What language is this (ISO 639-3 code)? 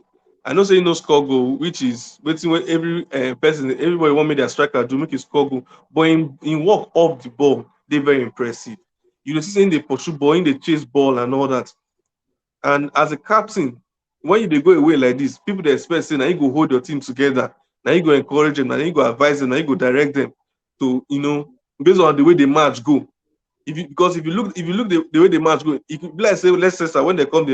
pcm